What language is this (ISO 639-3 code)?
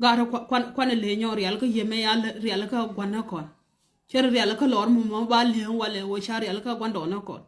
nus